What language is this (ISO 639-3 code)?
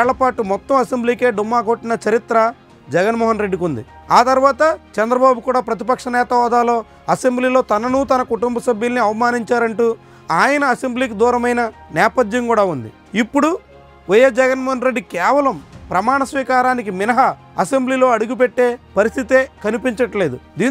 tel